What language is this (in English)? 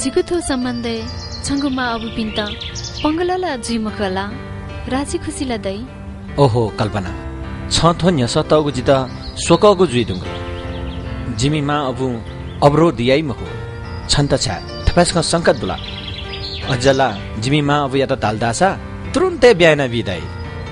Newari